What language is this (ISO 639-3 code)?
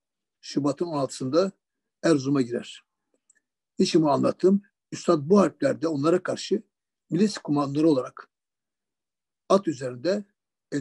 tur